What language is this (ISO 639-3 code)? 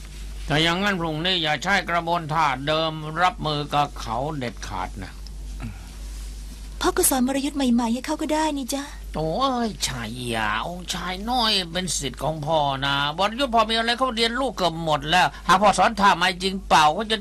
tha